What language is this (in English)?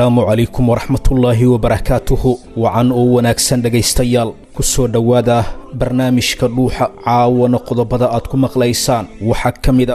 Somali